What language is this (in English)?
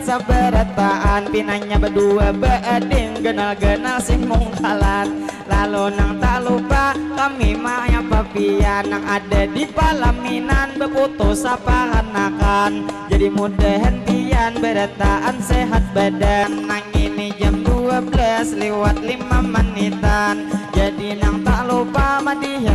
Banjar